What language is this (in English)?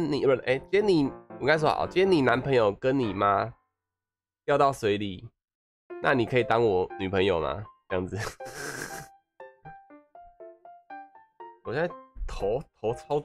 Chinese